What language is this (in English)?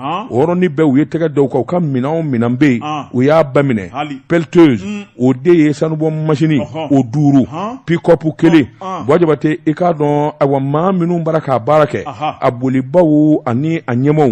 Bambara